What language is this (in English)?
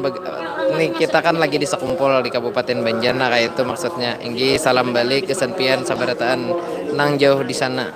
Banjar